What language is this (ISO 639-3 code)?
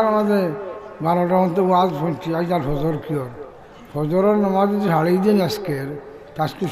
syl